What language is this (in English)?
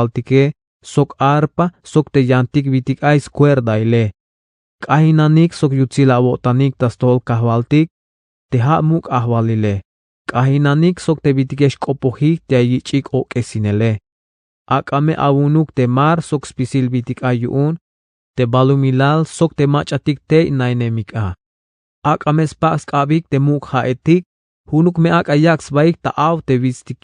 Tzeltal